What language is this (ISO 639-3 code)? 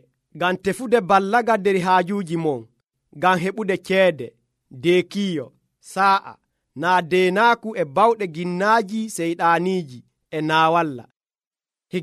fuv